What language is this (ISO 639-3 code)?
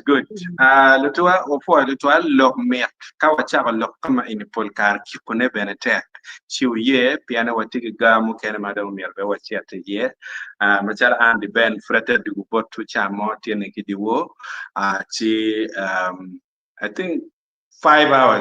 ach